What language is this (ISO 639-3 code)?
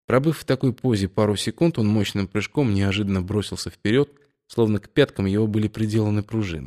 rus